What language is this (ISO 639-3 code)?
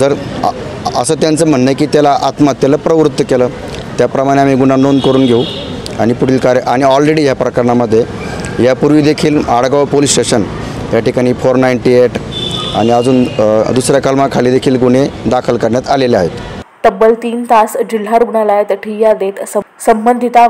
mar